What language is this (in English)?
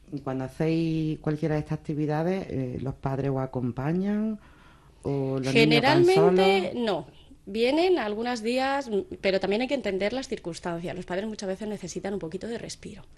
Spanish